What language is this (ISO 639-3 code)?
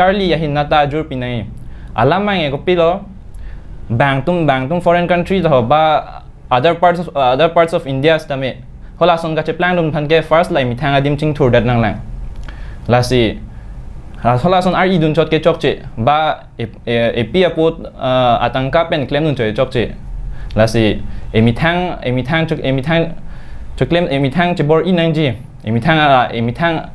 mjw